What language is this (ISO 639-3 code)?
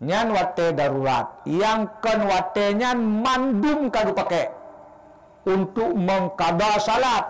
ace